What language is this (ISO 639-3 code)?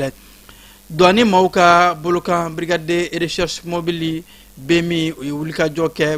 bam